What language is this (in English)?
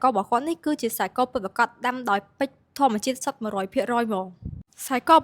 Khmer